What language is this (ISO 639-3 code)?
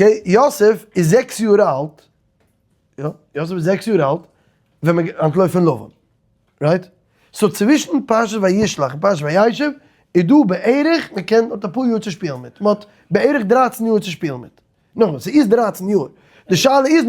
yid